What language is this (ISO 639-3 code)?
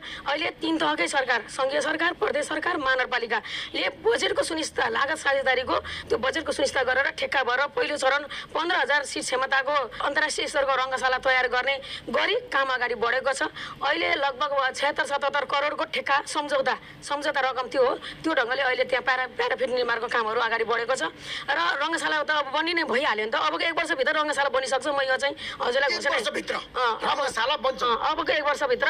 nep